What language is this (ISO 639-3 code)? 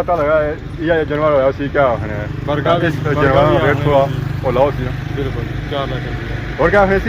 phr